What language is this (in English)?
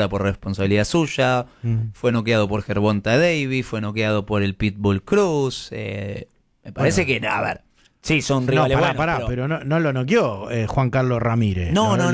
Spanish